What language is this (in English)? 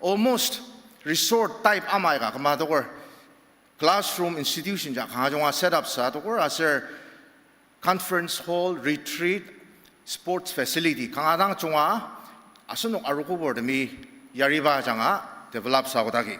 Ao Naga